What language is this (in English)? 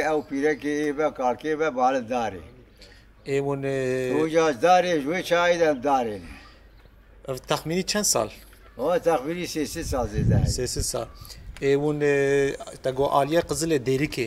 Kurdish